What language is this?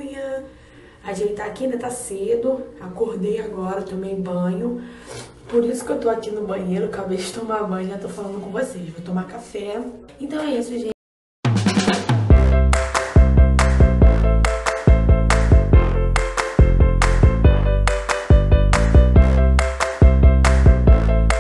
Portuguese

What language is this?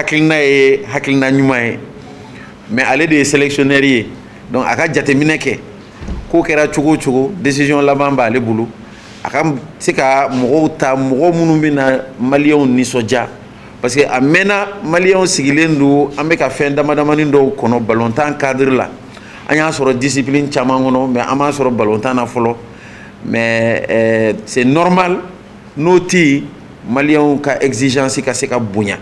Bambara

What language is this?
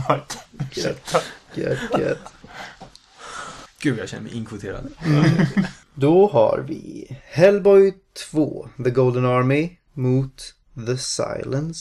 Swedish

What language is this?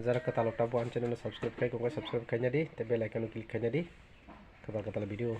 Kok Borok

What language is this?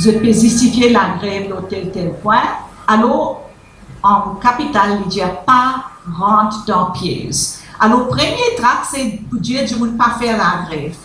Morisyen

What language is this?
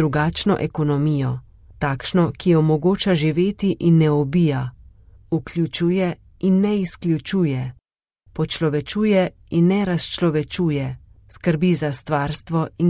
Slovenian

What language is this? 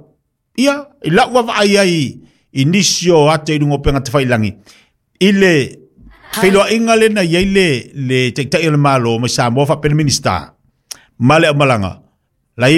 Samoan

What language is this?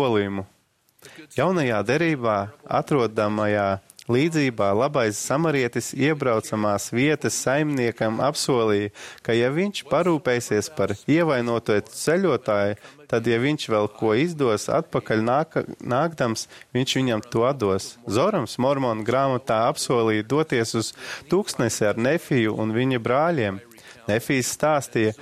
Latvian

